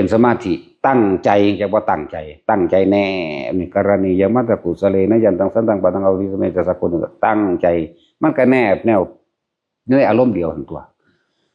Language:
Northeastern Thai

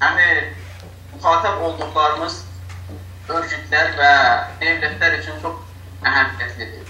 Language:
South Azerbaijani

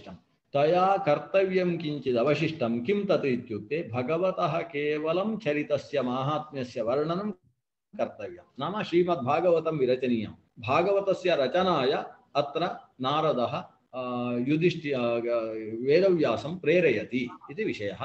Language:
Sanskrit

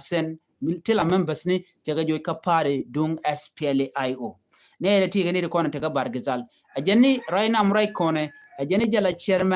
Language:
Nuer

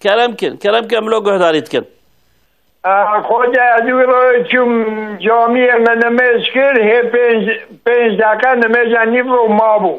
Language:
Kurdish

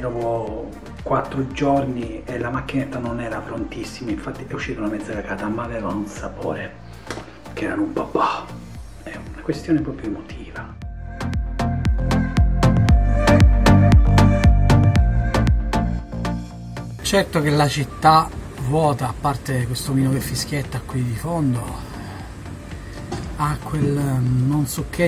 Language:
Italian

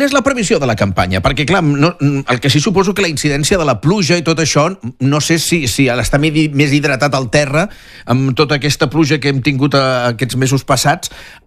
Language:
Catalan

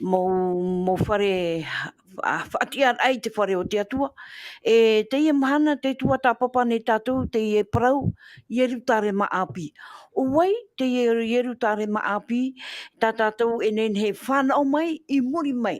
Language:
Tahitian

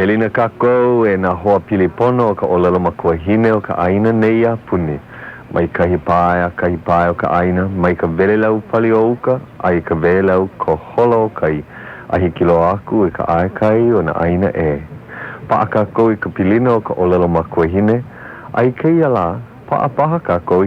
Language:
Hawaiian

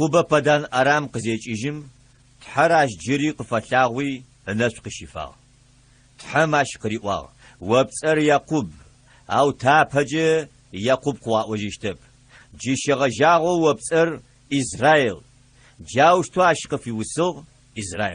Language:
Adyghe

